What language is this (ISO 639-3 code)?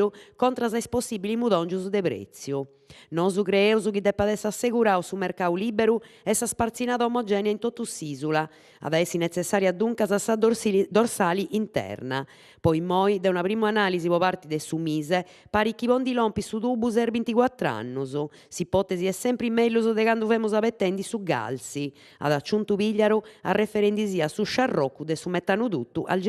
srd